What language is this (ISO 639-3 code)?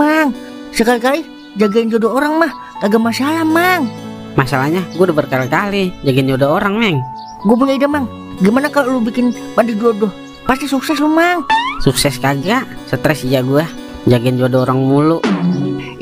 bew